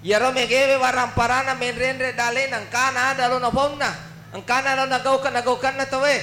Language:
Buginese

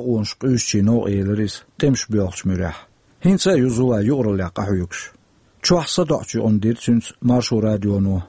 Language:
Chechen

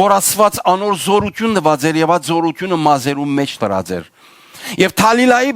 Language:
Western Armenian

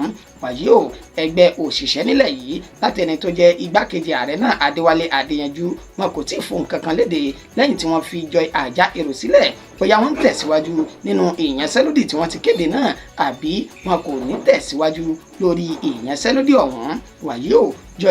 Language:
Yoruba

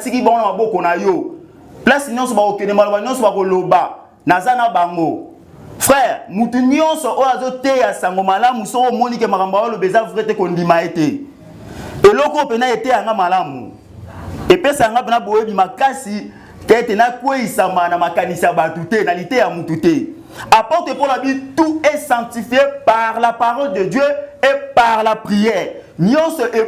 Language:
Lingala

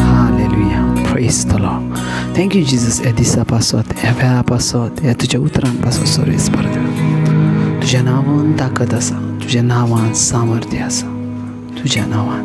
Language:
Konkani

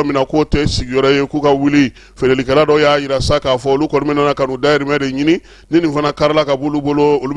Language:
Bambara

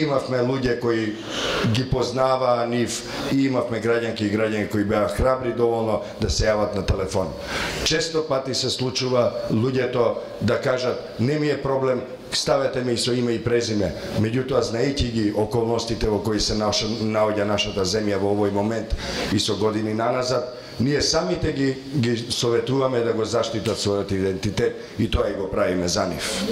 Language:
Macedonian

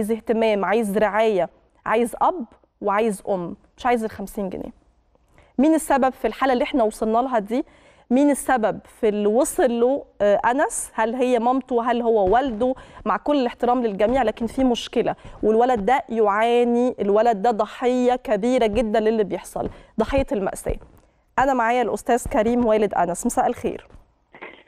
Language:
Egyptian Arabic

